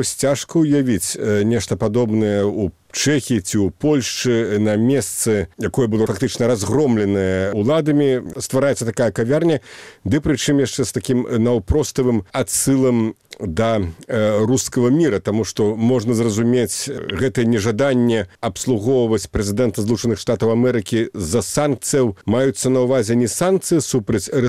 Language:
Belarusian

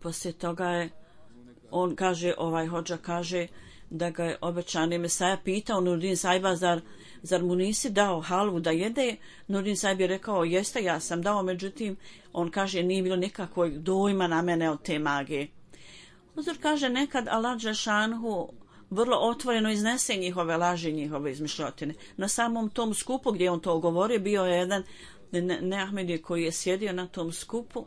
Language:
Bosnian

